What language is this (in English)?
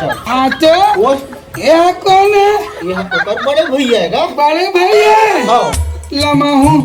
Chhattisgarhi